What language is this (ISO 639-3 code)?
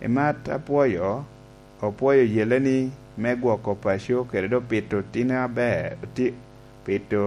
laj